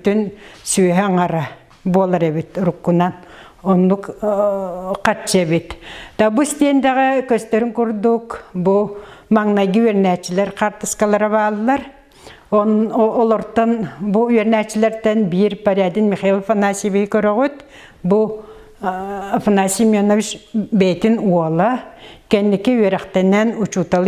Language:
Yakut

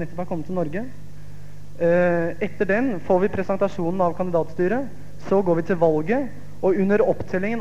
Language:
Norwegian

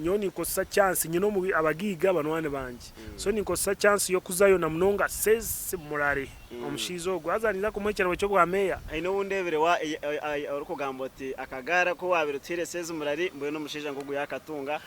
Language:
Nyankole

